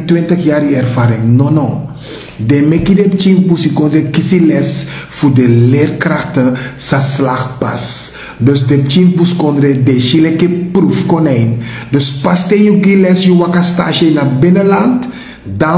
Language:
Sranan Tongo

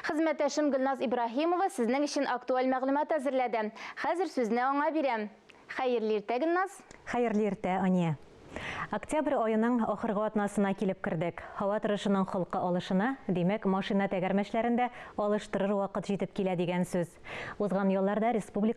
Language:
Tatar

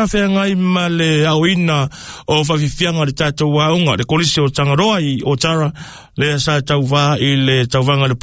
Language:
Samoan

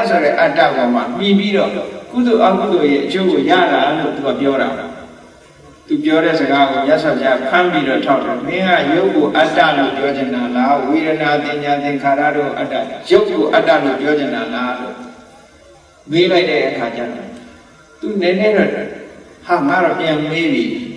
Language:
Burmese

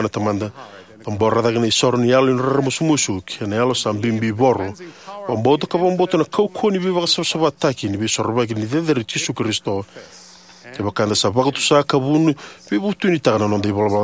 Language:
Fijian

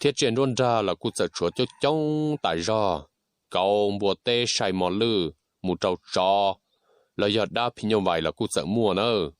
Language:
Hmong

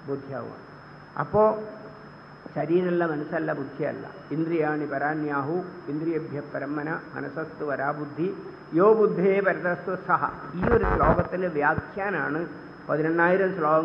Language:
Malayalam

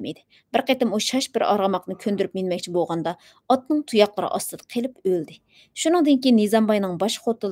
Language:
Uyghur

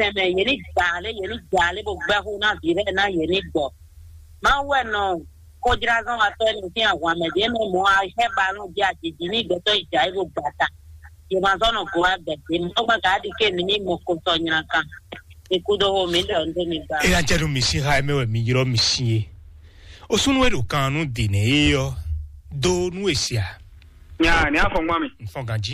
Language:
Fon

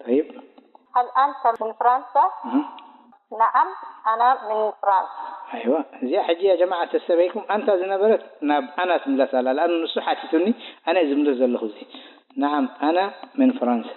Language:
Tigrinya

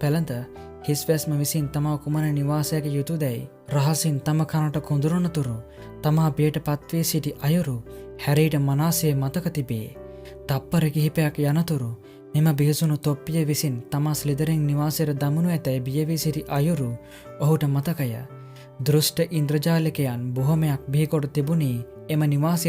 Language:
Sinhala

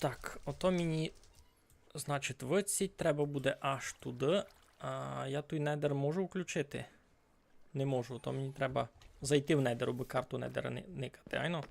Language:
Rusyn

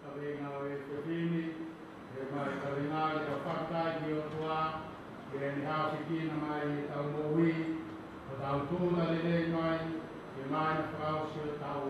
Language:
Tongan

